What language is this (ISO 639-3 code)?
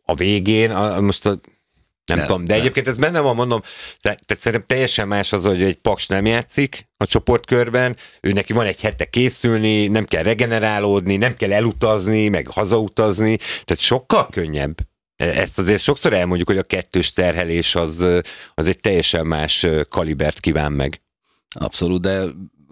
hun